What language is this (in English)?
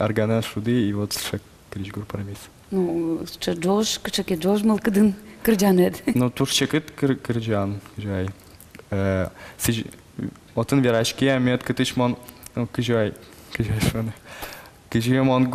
Udmurt